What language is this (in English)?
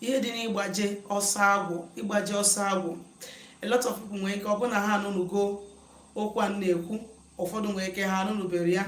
Igbo